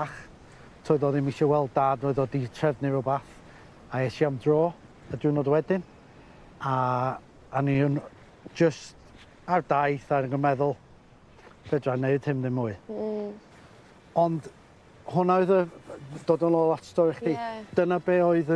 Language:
Welsh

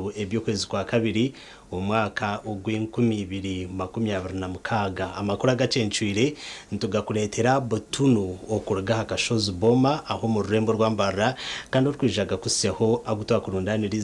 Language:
Nyankole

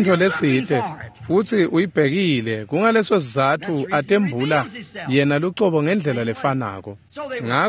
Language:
Swati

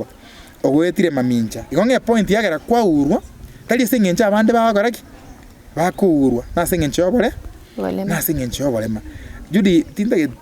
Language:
Gusii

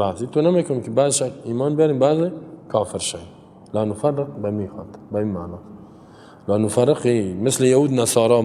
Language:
Persian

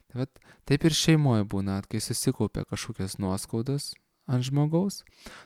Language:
Lithuanian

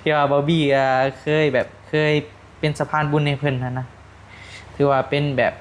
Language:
Northeastern Thai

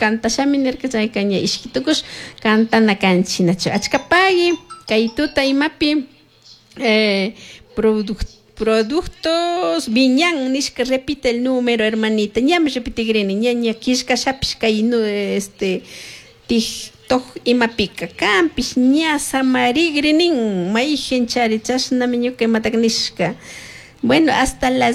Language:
Chimborazo Highland Quichua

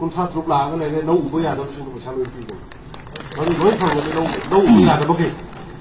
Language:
Manipuri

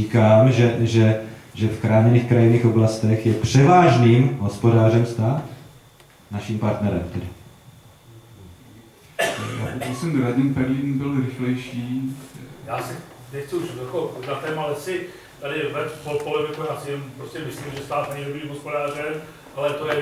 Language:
Czech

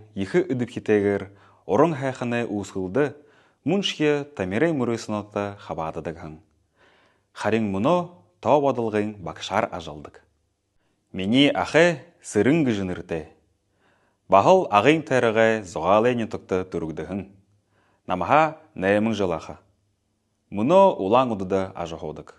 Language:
Buriat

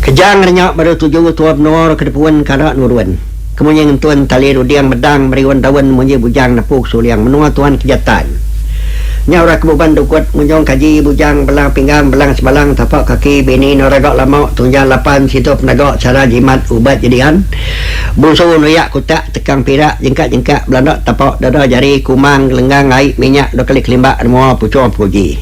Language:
Iban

